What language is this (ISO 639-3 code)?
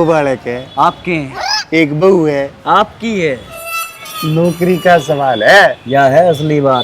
bgc